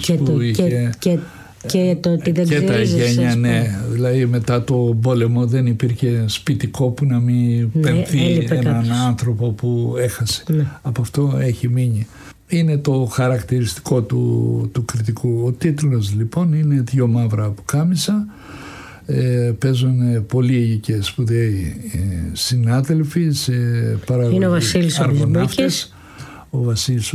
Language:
Greek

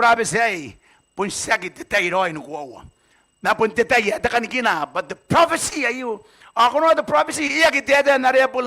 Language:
Gilbertese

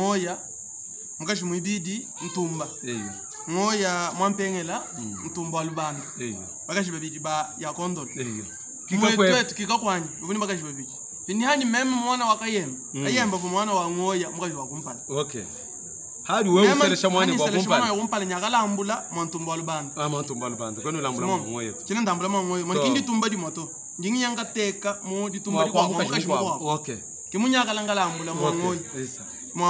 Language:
Luba-Lulua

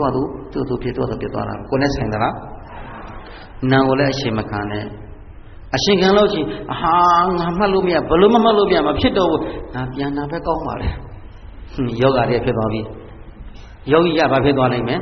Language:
Burmese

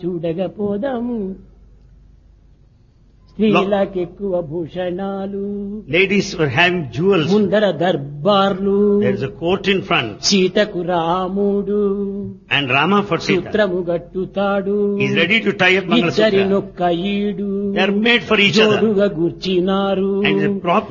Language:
Telugu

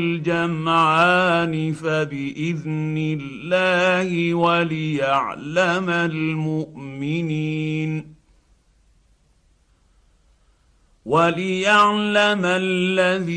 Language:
Arabic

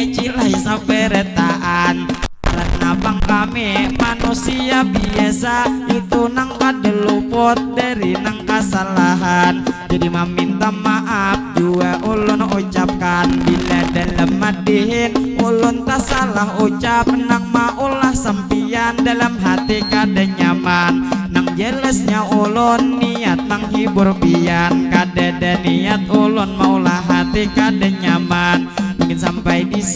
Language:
Banjar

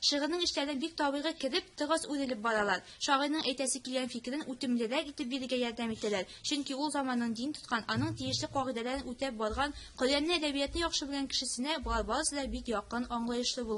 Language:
Tatar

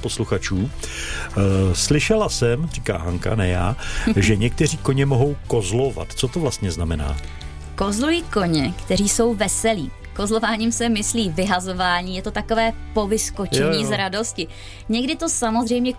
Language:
Czech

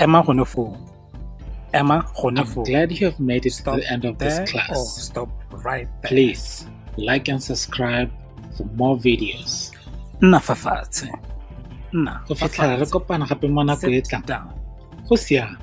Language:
Tswana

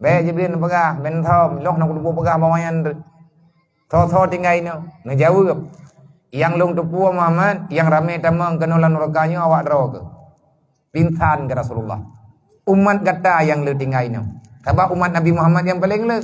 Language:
Achinese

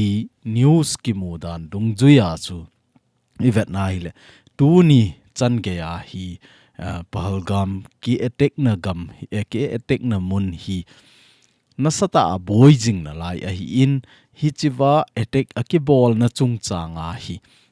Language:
Thado Chin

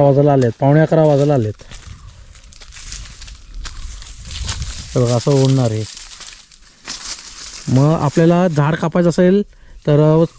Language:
Marathi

